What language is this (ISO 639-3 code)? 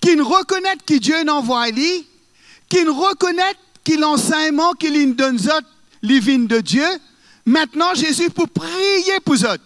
mfe